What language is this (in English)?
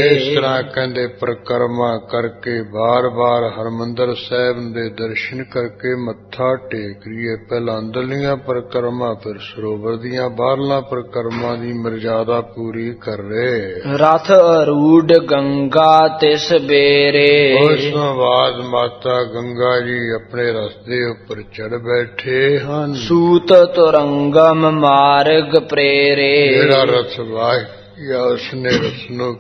Punjabi